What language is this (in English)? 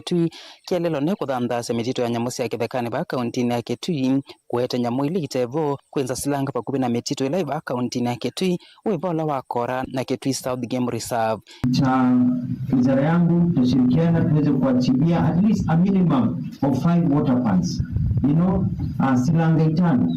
Kamba